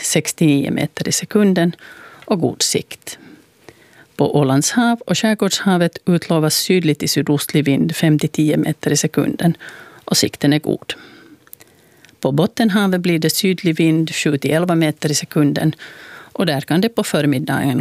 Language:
Swedish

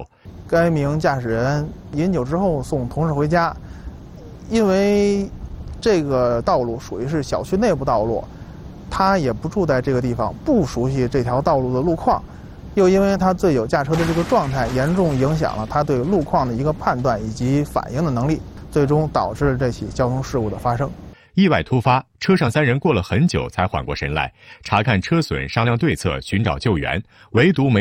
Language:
Chinese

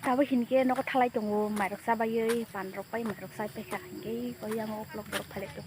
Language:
Kok Borok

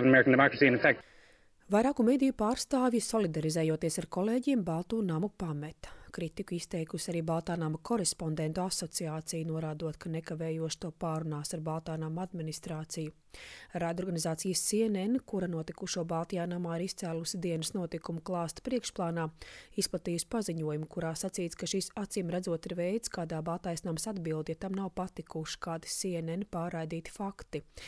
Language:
Latvian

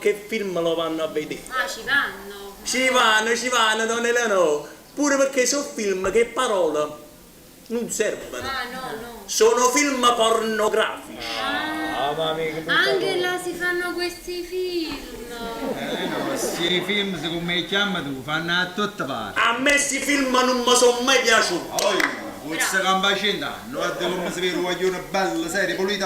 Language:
Neapolitan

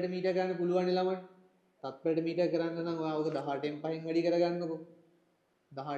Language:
Sinhala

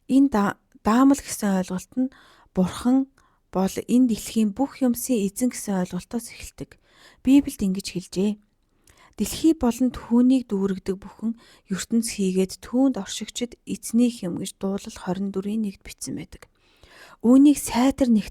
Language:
Mongolian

